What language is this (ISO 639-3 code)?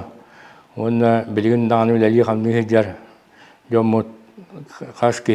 sah